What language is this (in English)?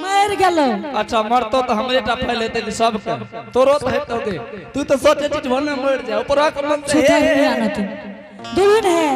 Angika